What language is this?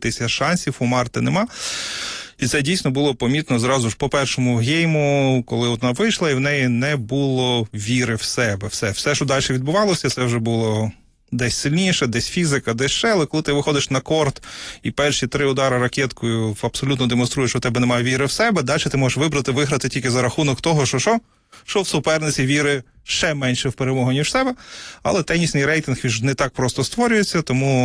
Ukrainian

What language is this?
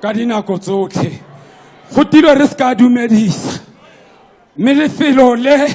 Tswana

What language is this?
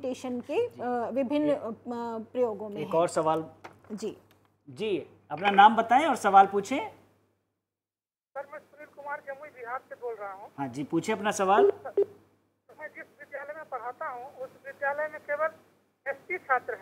Hindi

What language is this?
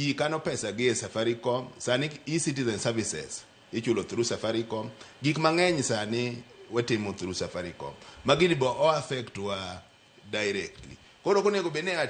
Luo (Kenya and Tanzania)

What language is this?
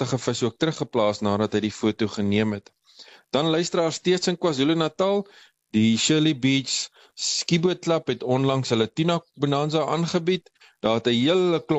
Afrikaans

